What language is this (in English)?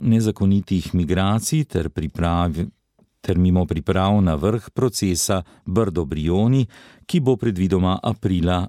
Slovenian